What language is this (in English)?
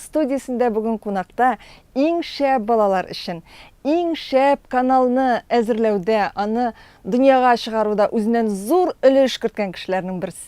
Tatar